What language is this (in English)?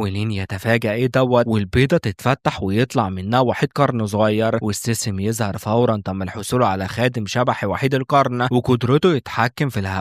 Egyptian Arabic